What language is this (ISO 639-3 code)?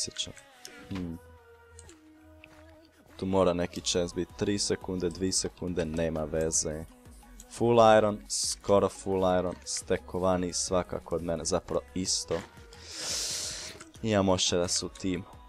hrv